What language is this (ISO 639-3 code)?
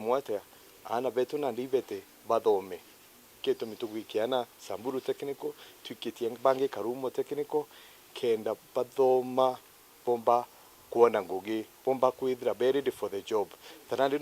mer